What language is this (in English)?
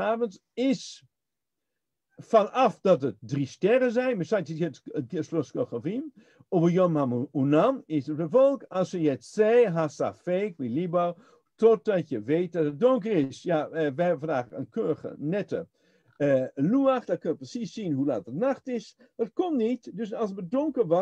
Dutch